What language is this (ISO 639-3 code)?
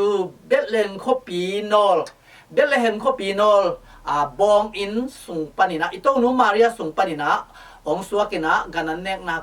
ctd